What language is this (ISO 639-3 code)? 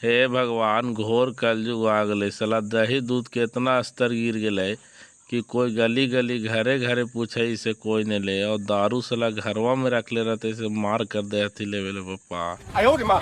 mag